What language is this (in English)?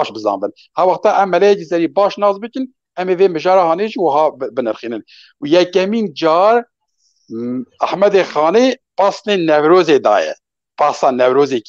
Kurdish